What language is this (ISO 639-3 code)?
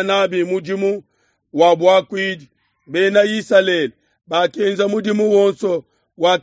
lua